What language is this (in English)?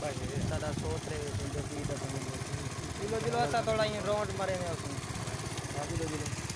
Saraiki